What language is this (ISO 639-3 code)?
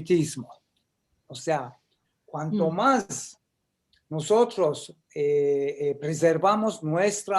lad